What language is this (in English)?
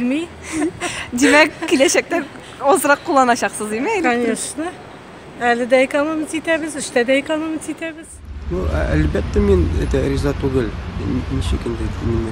Tatar